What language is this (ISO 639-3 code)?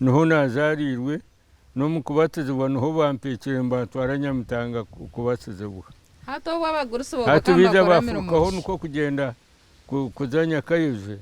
nyn